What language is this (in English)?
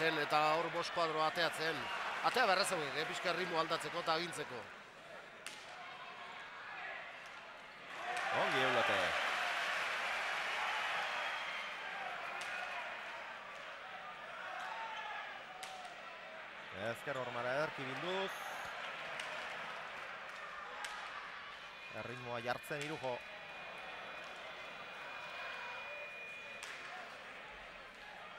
Basque